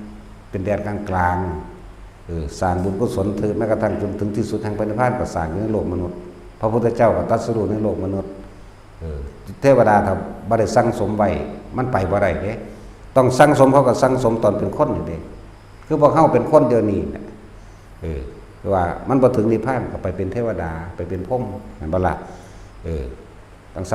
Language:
Northeastern Thai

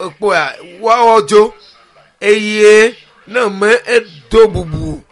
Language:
Ewe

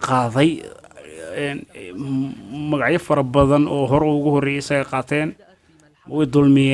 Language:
Somali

